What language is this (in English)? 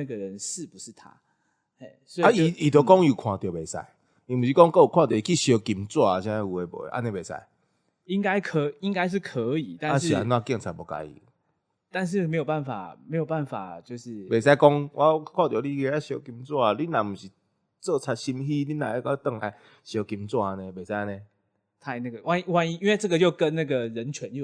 Min Nan Chinese